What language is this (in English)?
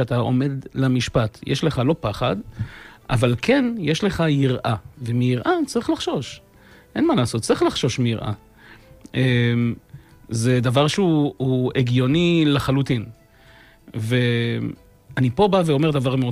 Hebrew